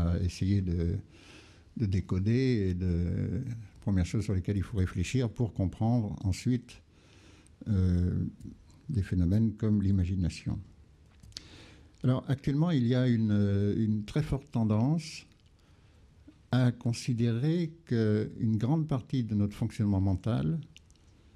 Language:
French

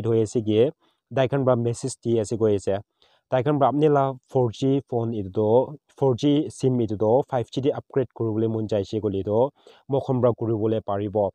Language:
Naga Pidgin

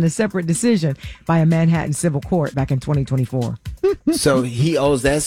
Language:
English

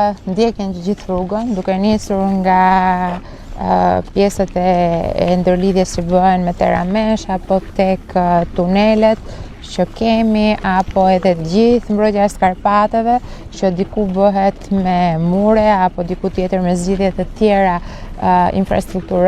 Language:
Albanian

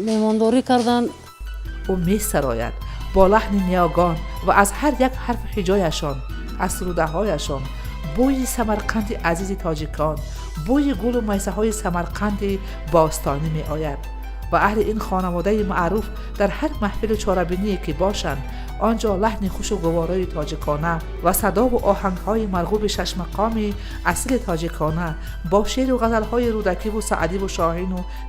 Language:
Tajik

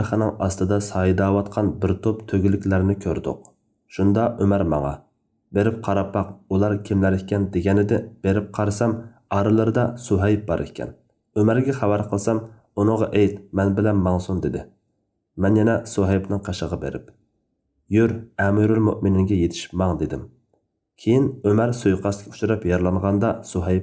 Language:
Uyghur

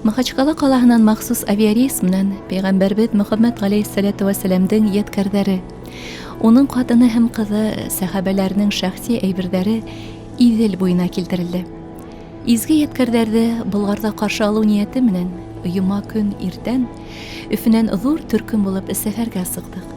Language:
Bashkir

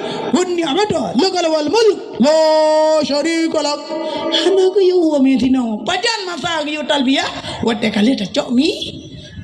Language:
Achinese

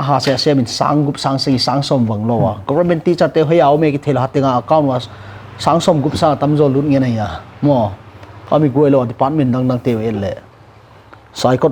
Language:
Paite Chin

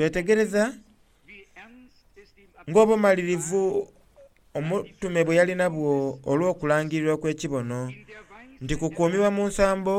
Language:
Soga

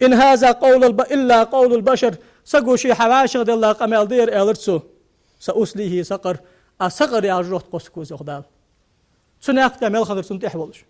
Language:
Ingush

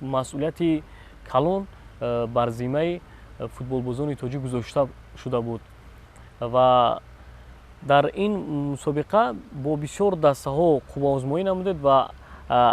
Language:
Tajik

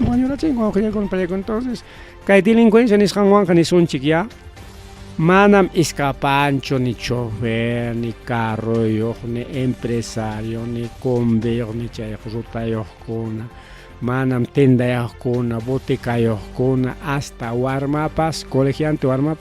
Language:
Ayacucho Quechua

